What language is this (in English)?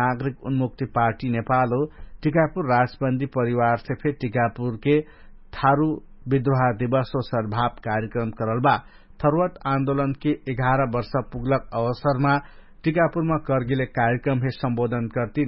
Dangaura Tharu